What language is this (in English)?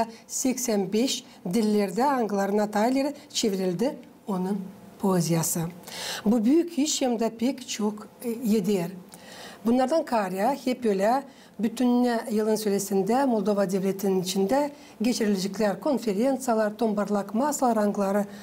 Gagauz